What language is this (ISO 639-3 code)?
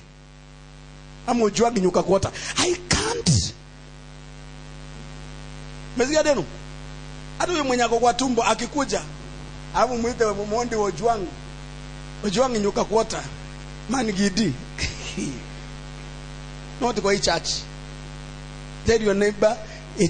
swa